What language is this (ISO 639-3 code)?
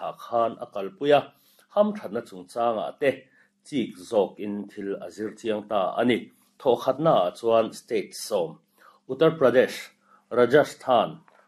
lus